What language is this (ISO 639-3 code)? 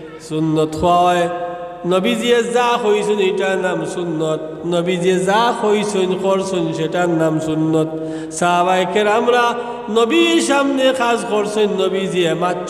syl